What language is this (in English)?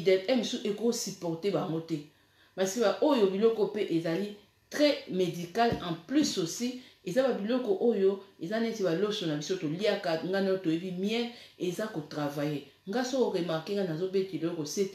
Lingala